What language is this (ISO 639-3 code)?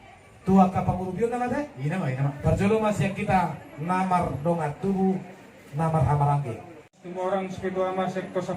bbc